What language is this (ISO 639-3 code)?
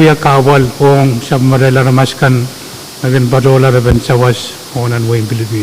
pon